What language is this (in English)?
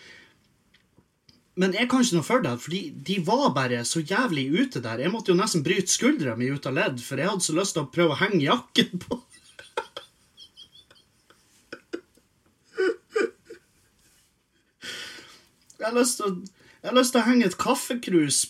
Norwegian